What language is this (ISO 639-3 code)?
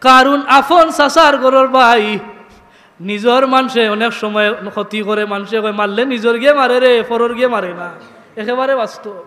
syl